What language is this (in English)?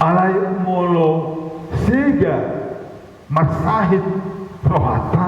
Batak Toba